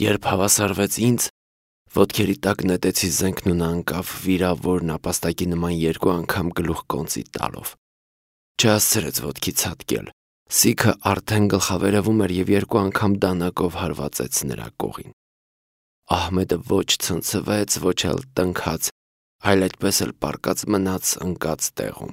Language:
Armenian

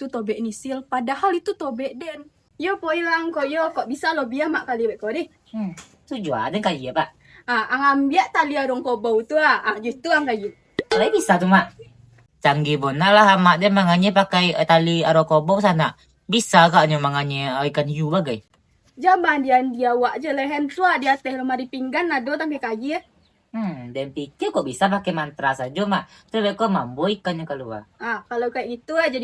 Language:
Minangkabau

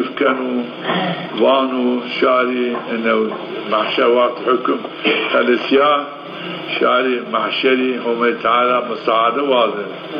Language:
Zaza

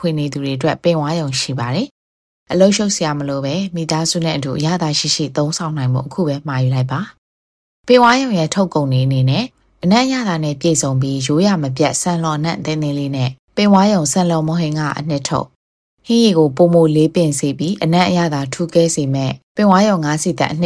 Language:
Burmese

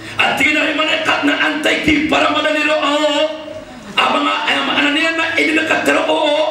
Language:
Maranao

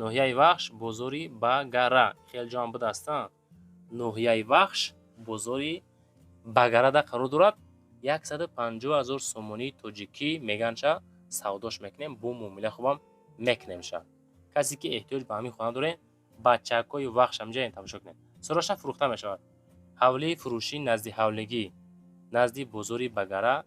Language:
Tajik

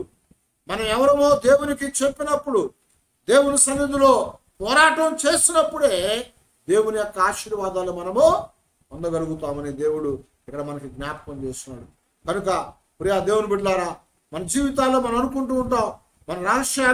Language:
Telugu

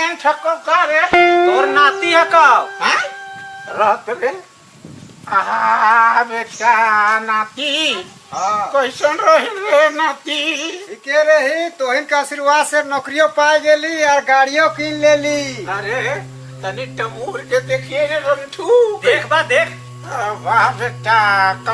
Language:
Sadri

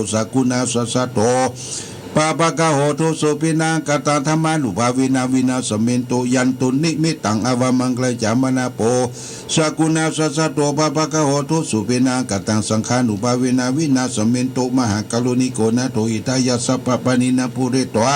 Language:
Pali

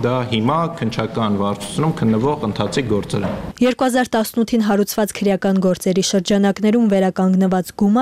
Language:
Armenian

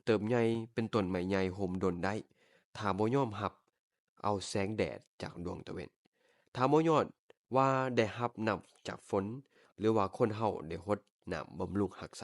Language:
Lao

